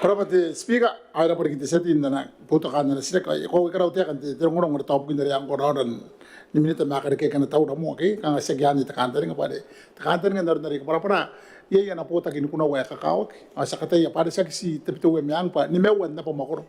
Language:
Gilbertese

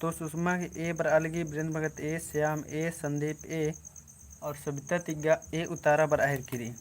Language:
Kurukh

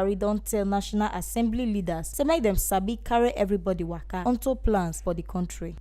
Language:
Nigerian Pidgin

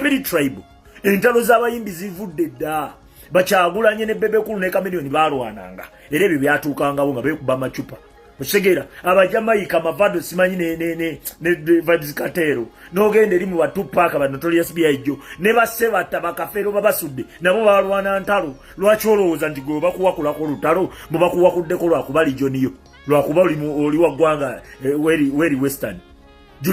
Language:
Ganda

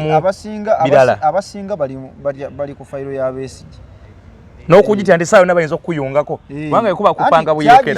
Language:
Ganda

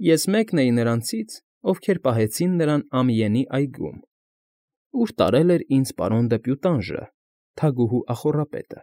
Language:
Armenian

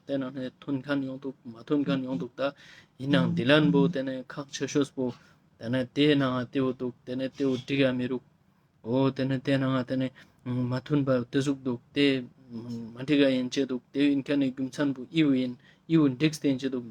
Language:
Ladakhi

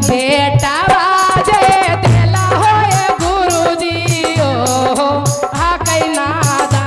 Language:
Magahi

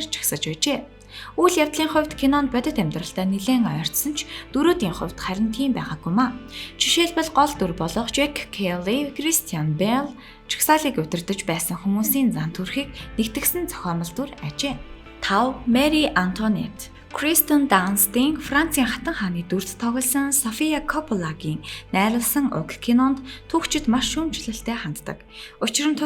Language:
Mongolian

